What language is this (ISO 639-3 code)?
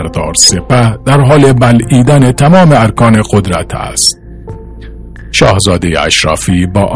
fas